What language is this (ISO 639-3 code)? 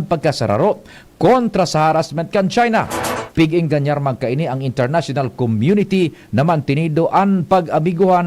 bik